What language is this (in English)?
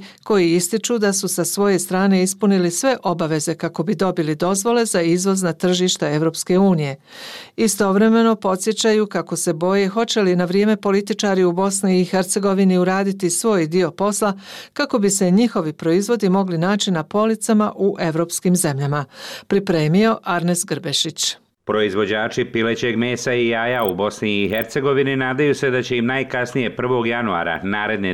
Bosnian